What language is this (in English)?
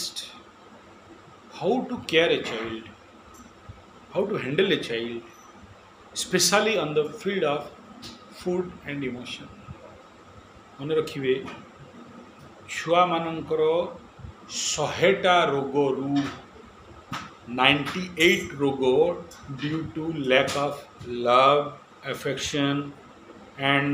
Odia